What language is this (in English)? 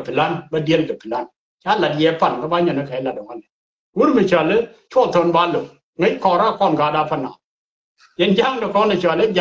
Nuer